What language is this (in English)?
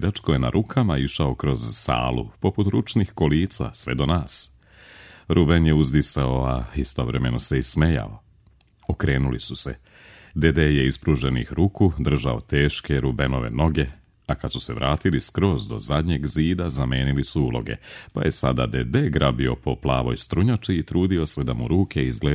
Serbian